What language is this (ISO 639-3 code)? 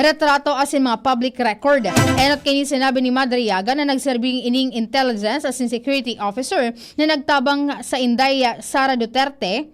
bik